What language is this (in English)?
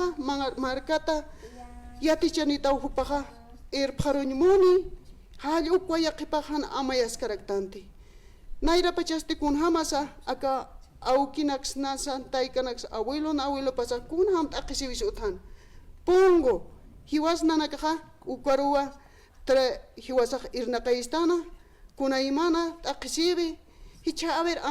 Aymara